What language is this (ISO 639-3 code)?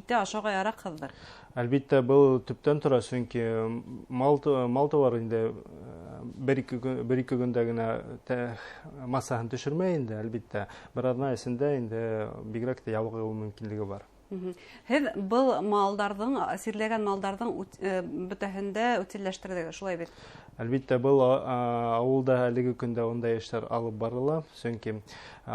bak